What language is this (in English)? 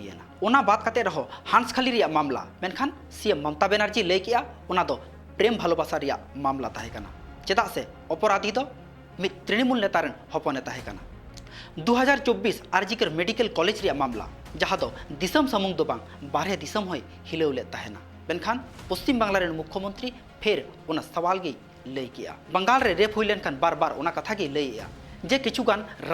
Santali